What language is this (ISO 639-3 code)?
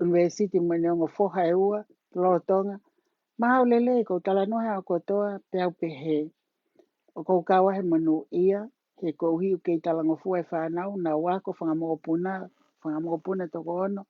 ton